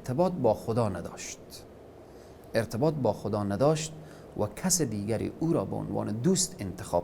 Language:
Persian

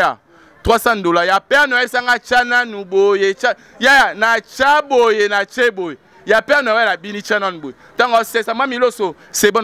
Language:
Lingala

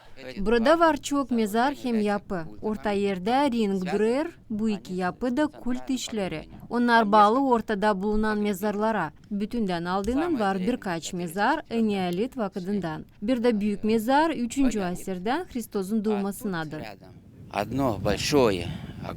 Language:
Gagauz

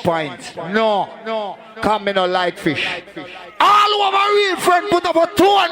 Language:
Jamaican Creole English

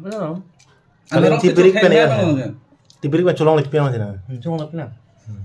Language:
Karbi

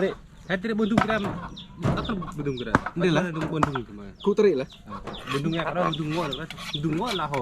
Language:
Central Mnong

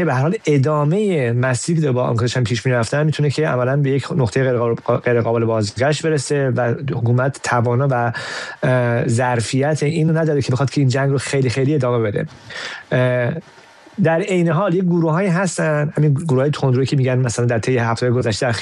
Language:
Persian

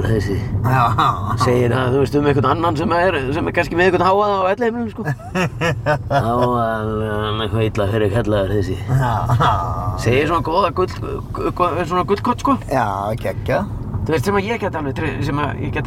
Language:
Icelandic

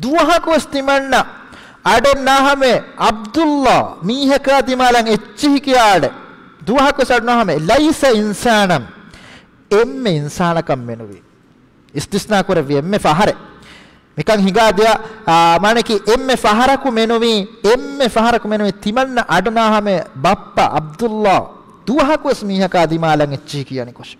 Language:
Divehi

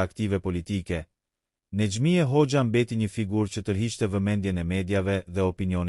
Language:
Albanian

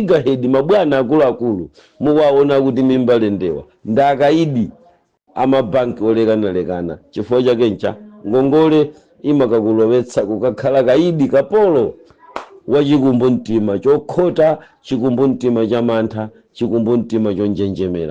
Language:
Nyanja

